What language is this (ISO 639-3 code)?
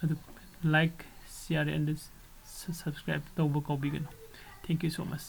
mni